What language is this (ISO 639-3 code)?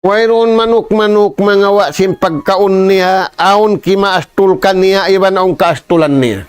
tsg